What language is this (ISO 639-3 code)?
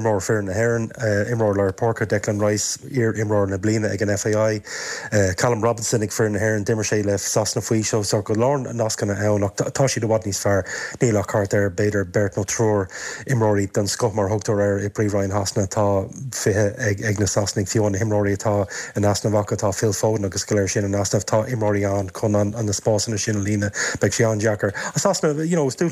gle